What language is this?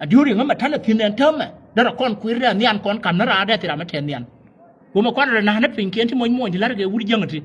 Nuer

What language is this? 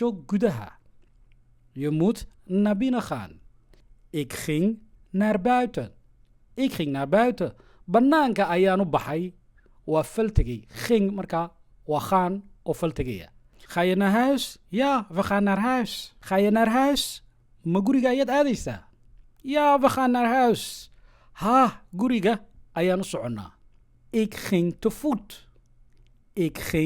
Somali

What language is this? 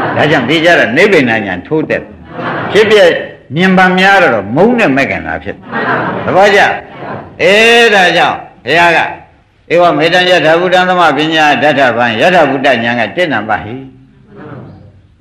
Burmese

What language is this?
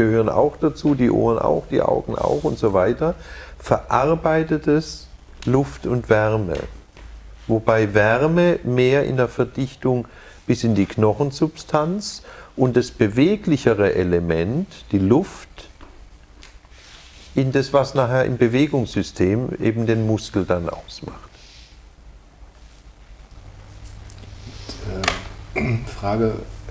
German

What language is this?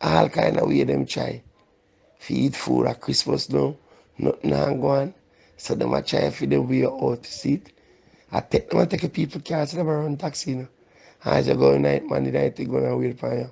Jamaican Creole English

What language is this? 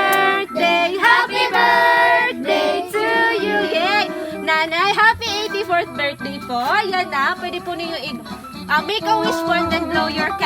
Waray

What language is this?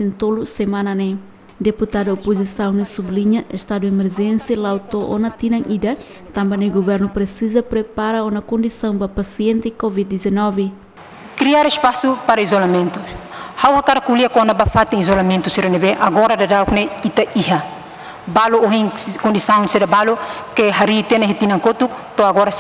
Tetum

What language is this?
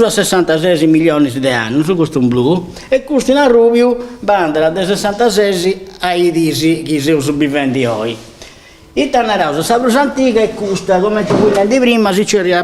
Sardinian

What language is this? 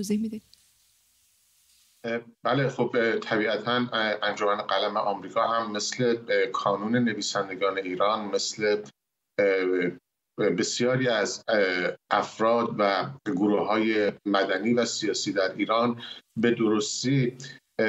Persian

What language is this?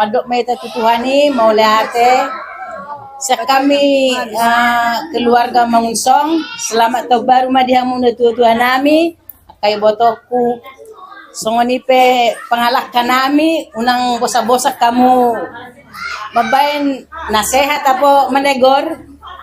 Batak Toba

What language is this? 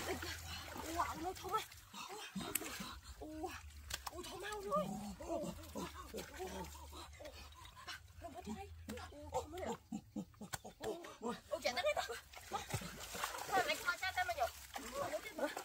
Vietnamese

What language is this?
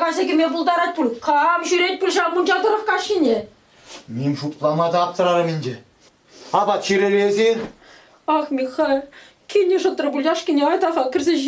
Chuvash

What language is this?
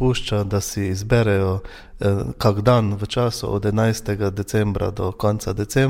Slovenian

